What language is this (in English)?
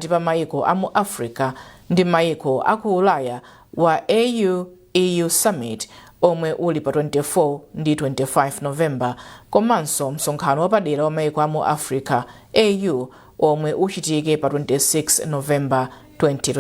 Nyanja